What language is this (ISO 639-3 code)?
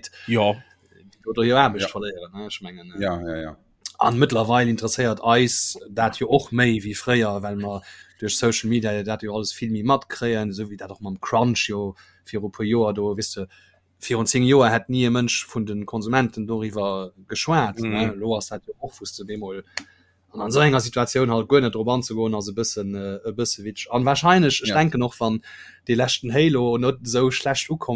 ltz